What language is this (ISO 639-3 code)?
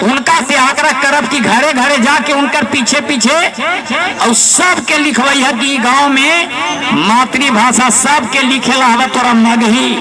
mag